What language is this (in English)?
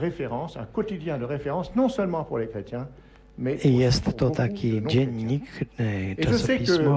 Polish